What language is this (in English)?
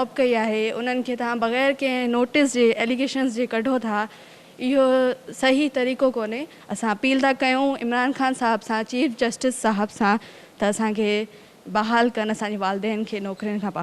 Sindhi